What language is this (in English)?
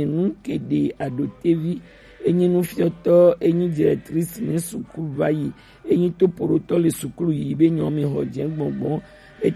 Gen